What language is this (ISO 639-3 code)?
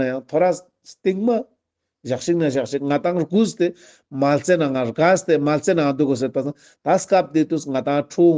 lbj